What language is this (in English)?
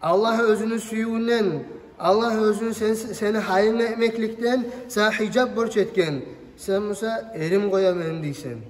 Kumyk